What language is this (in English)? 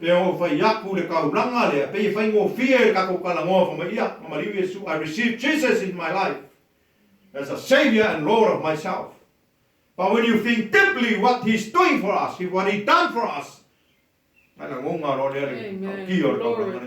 Samoan